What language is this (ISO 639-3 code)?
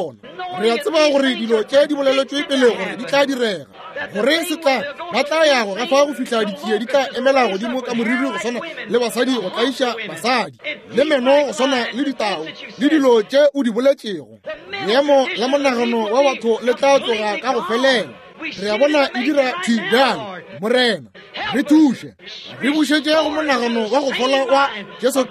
nso